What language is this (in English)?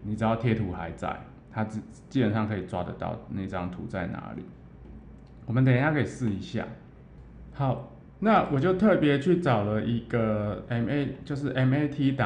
Chinese